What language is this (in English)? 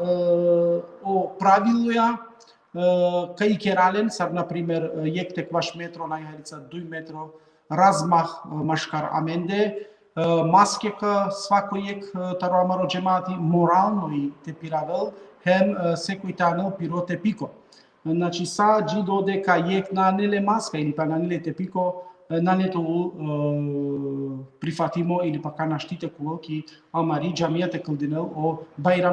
Balkan Romani